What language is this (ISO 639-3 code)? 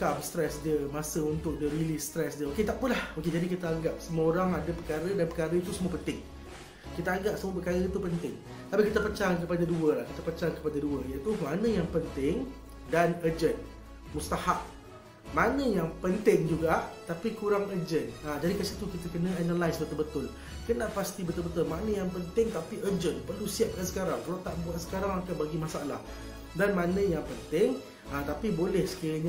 msa